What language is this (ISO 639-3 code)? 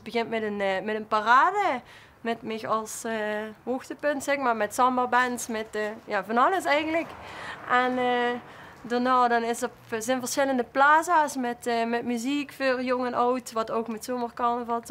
lim